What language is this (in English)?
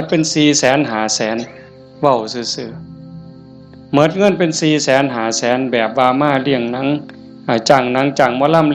Northeastern Thai